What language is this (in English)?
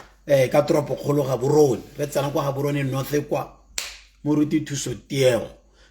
Tswana